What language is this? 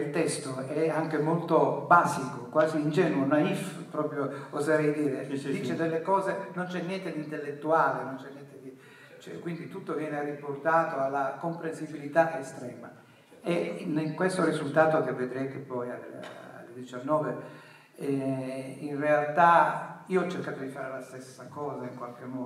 Italian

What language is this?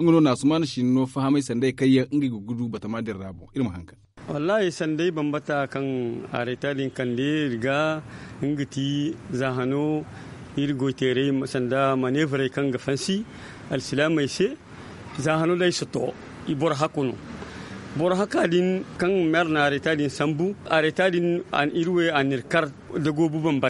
Zarma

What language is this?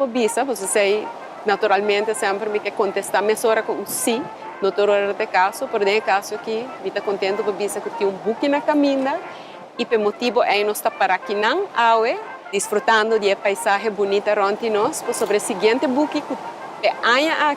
Papiamento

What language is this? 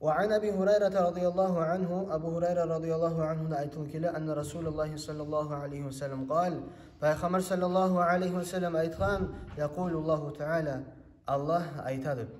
Kumyk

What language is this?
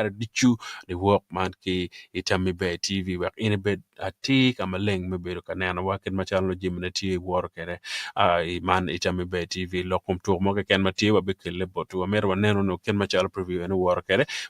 Acoli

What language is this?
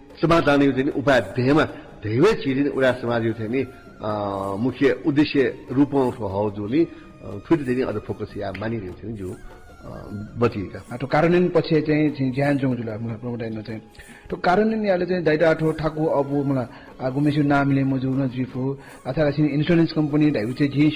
Newari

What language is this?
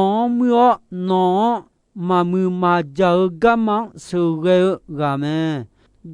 Akha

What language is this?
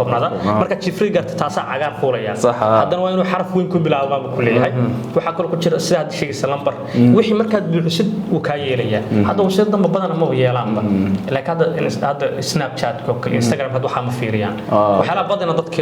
Somali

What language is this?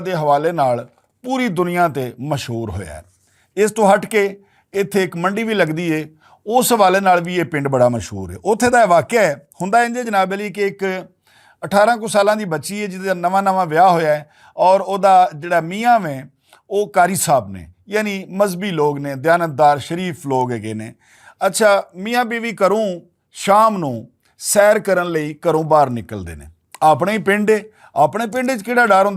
Western Panjabi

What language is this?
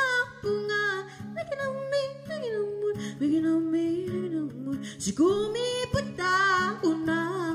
Kalaallisut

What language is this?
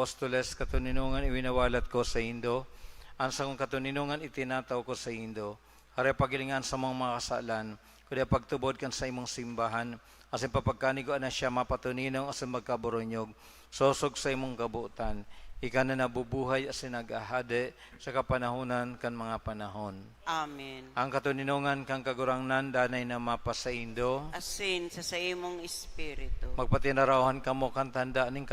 Bikol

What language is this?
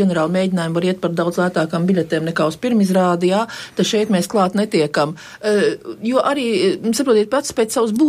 Latvian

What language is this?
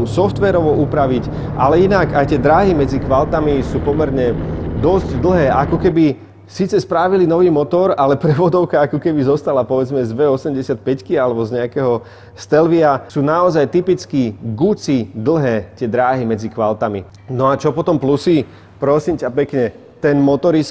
Slovak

